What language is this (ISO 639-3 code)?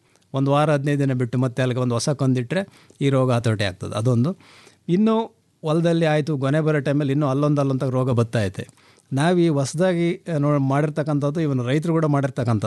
kan